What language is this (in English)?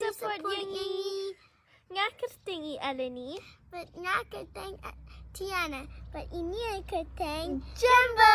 Khasi